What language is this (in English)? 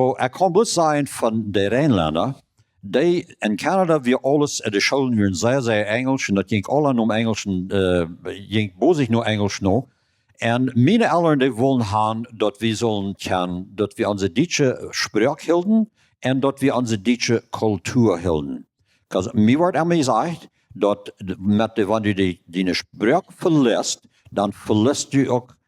Plautdietsch